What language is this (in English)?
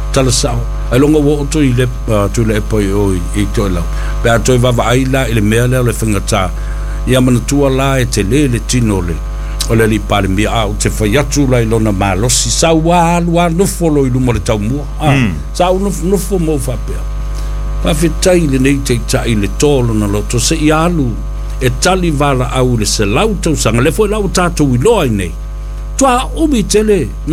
Samoan